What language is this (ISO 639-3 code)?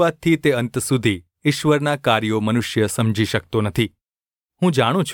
guj